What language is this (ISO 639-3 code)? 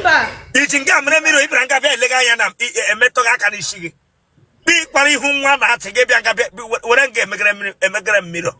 ibo